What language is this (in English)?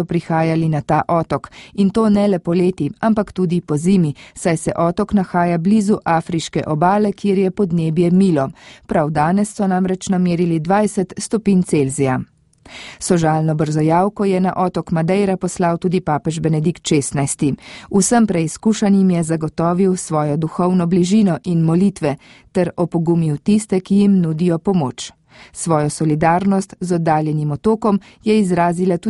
Slovenian